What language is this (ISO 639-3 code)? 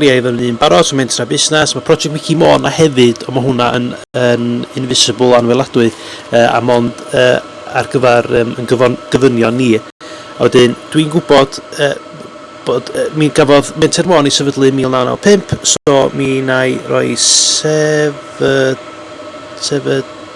cym